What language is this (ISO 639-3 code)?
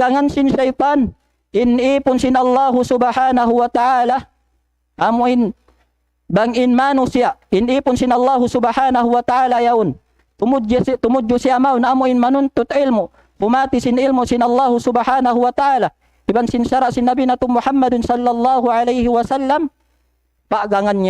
tsg